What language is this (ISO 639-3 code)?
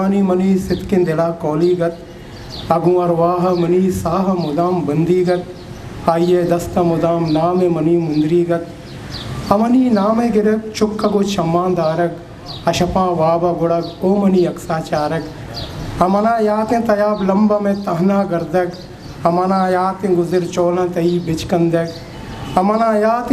bgp